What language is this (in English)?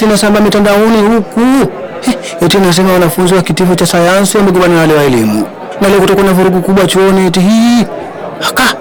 Swahili